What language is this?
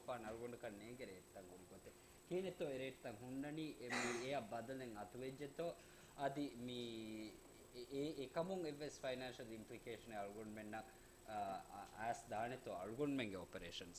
Divehi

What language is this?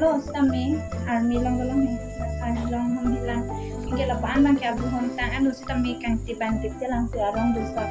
Karbi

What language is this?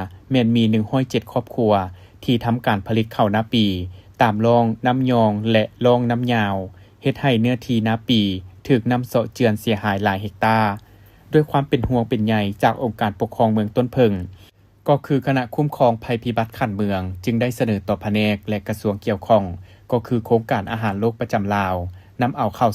Lao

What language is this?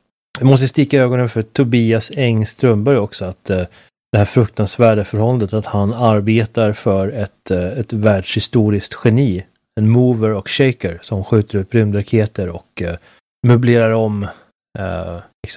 Swedish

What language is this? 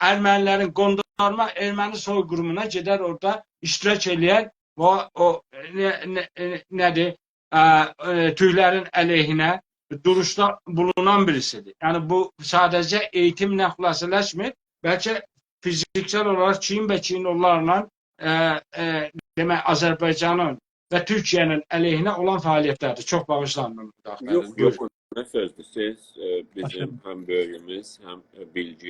South Azerbaijani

